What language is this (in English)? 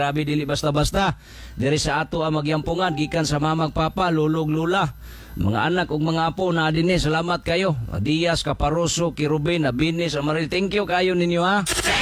Cebuano